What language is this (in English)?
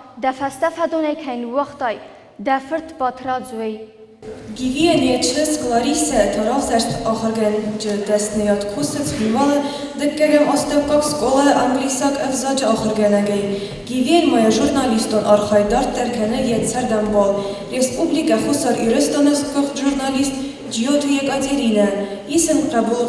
Ossetic